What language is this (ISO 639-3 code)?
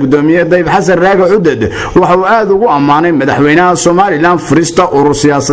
som